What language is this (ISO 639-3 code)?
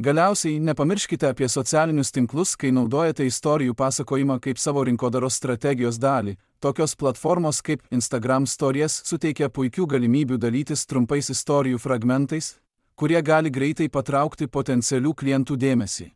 lit